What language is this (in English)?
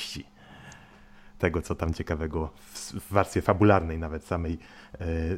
Polish